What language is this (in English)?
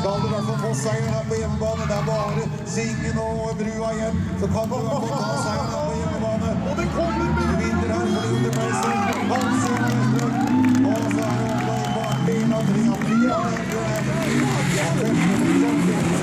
Norwegian